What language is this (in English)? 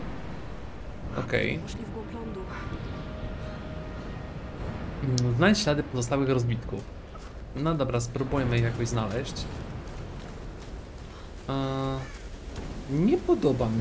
Polish